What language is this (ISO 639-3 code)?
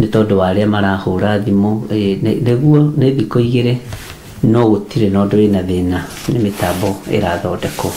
kik